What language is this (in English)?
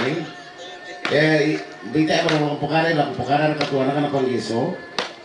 Toraja-Sa'dan